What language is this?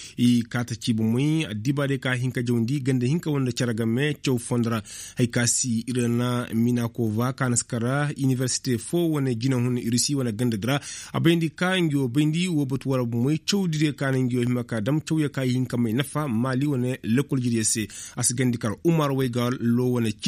Koyraboro Senni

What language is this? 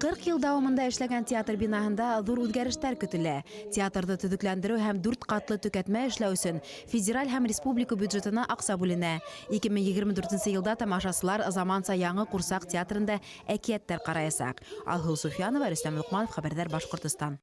Bashkir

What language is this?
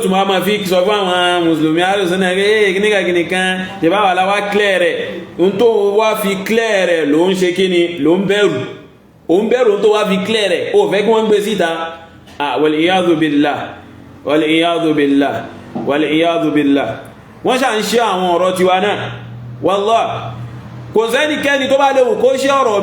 Yoruba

